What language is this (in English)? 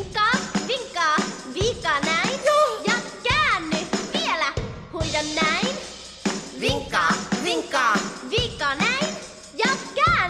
Finnish